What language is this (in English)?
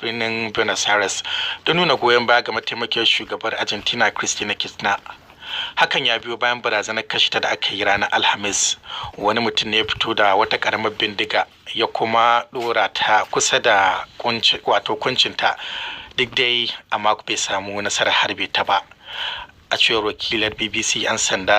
Hausa